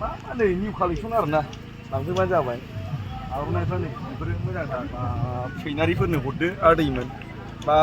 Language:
Bodo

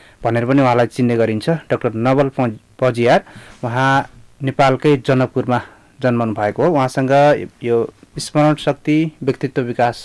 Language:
Nepali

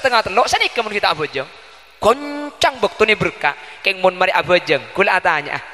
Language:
Madurese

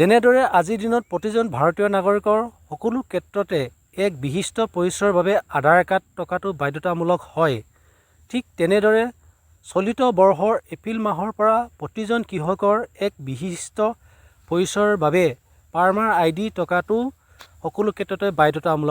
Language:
Assamese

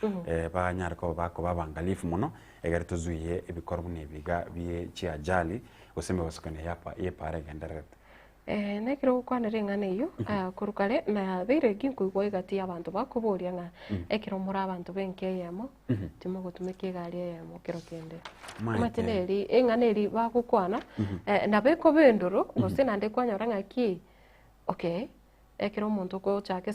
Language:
Gusii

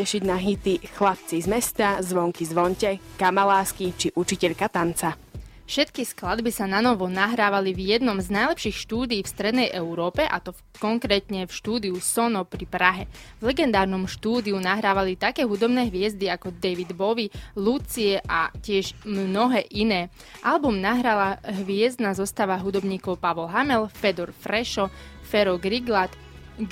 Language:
Slovak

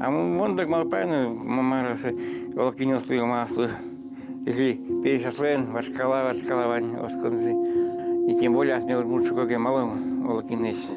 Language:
Udmurt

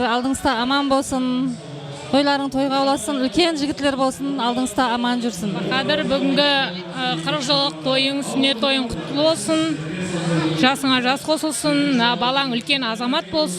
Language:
Kara-Kalpak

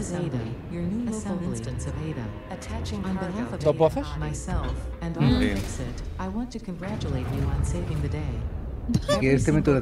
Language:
Spanish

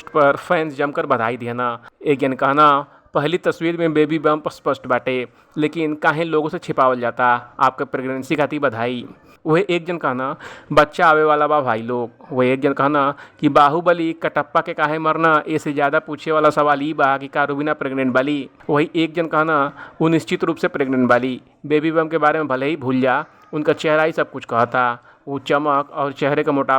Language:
Bhojpuri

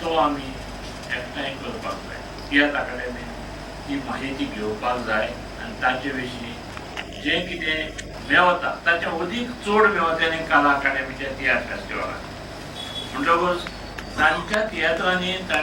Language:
Konkani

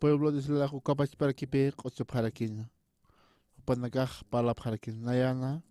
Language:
Aymara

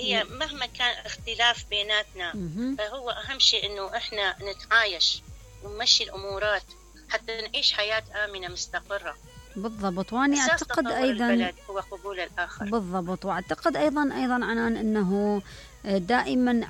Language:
Mesopotamian Arabic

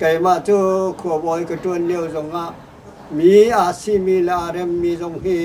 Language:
Hakha Chin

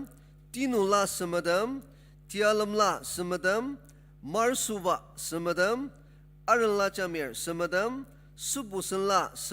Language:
Ao Naga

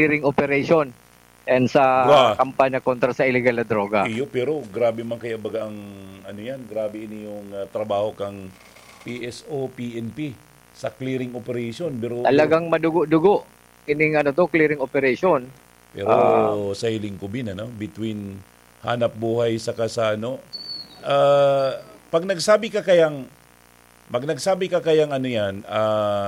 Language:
Bikol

